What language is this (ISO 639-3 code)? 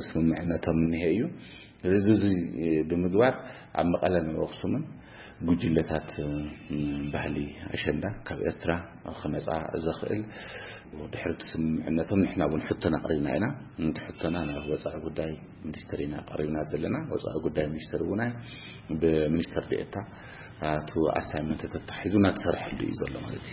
tir